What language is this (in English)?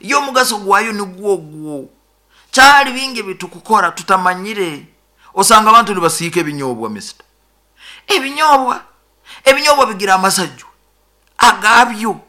Nyoro